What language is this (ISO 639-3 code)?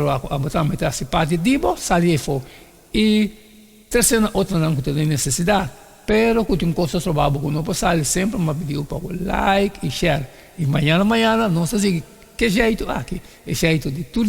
pap